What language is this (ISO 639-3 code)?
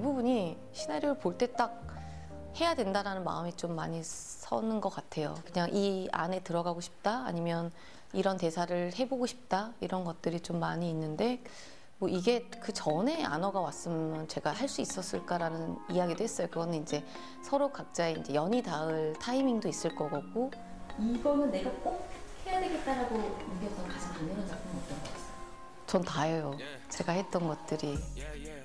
kor